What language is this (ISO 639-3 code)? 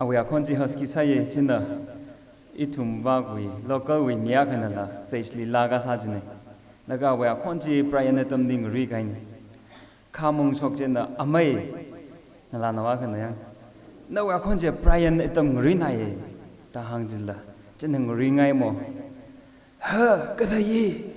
nmf